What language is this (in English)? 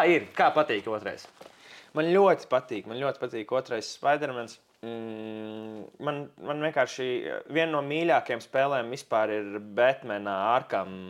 Latvian